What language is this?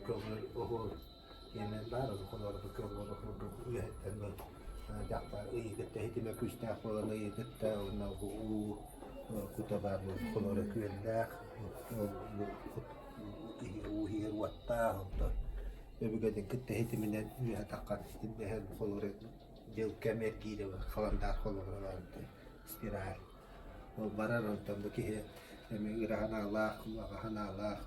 Yakut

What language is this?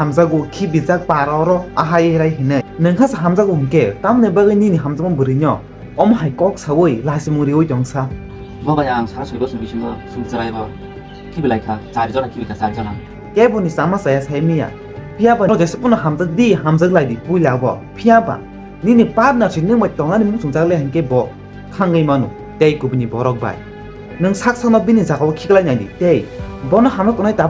Kok Borok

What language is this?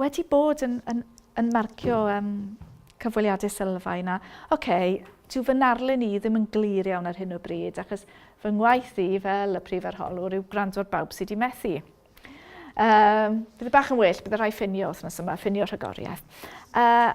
Welsh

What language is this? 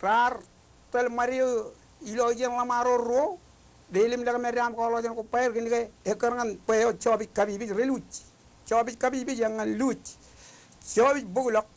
Marshallese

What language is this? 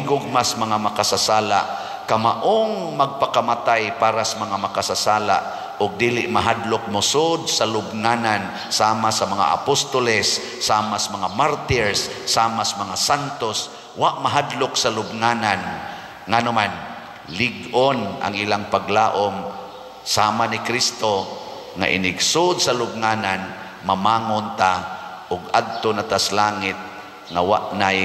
Cebuano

